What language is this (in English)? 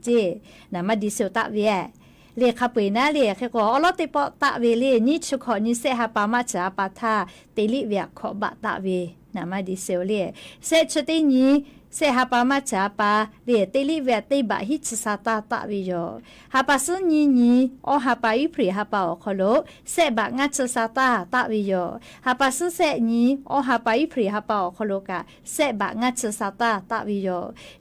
Lahu